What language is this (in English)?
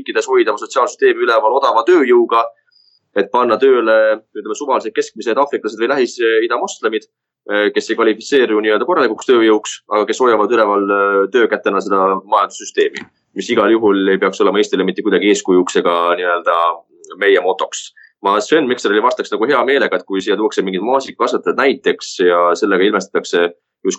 Estonian